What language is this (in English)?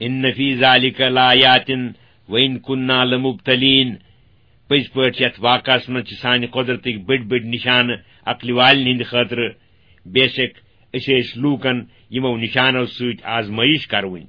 Kashmiri